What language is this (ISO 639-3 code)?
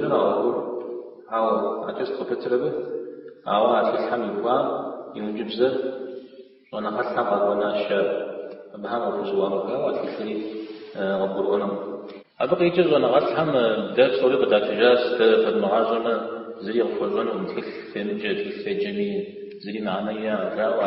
kbd